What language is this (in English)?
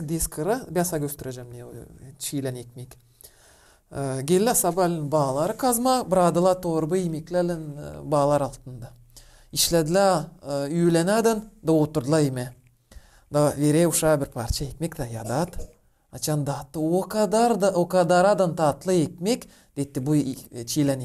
Gagauz